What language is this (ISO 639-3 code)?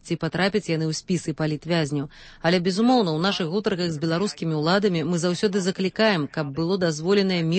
bel